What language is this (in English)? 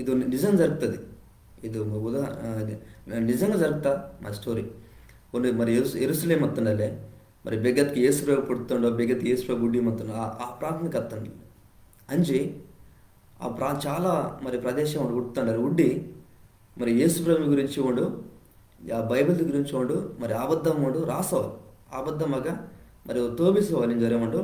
Koya